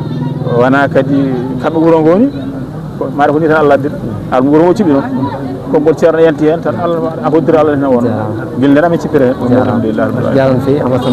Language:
Fula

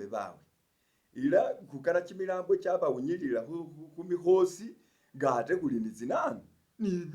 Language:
Masaaba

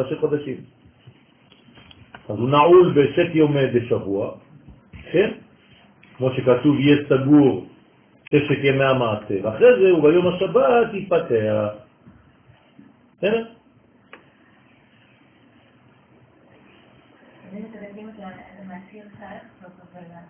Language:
Hebrew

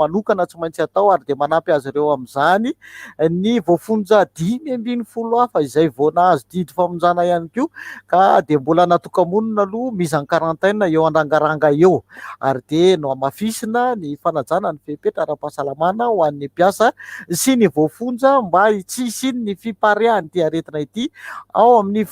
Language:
Malagasy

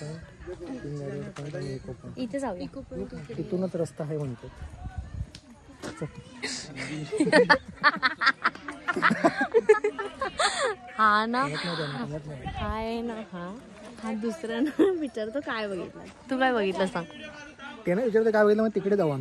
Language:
Marathi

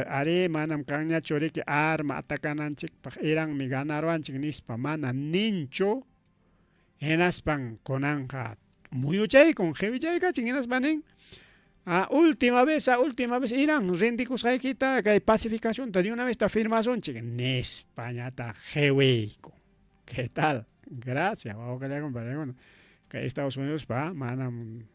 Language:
Ayacucho Quechua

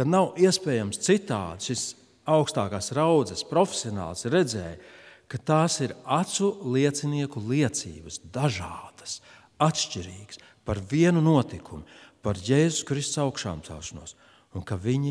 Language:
Latvian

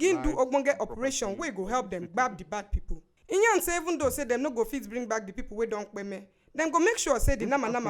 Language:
Nigerian Pidgin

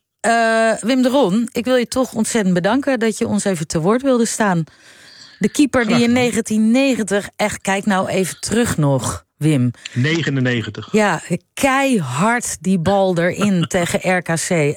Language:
Dutch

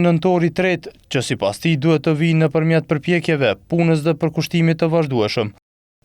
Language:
Albanian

